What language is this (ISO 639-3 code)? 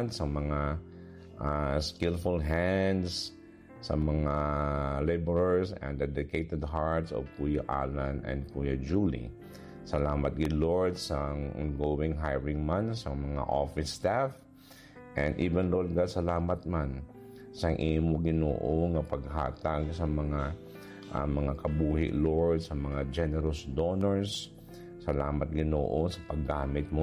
hil